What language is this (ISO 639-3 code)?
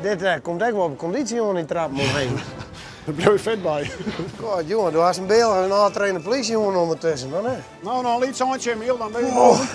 fry